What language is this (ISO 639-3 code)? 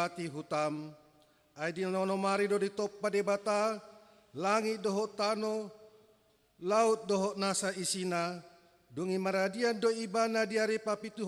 bbc